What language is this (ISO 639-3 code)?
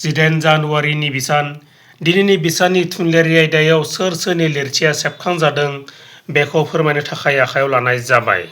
brx